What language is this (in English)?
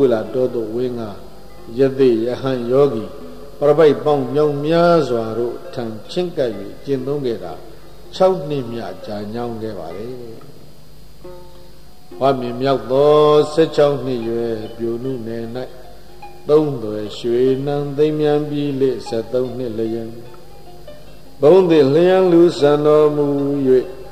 Burmese